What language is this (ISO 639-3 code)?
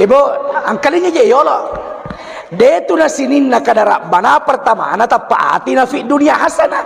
bug